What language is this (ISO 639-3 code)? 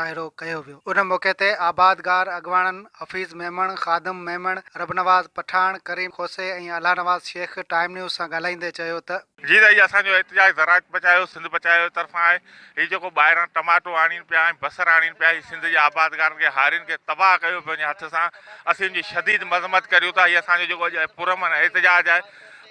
snd